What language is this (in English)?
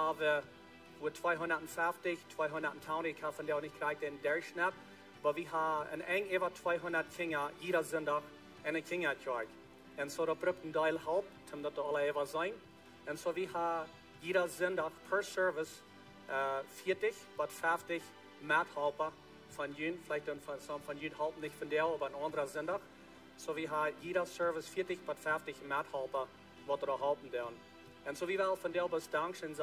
Plautdietsch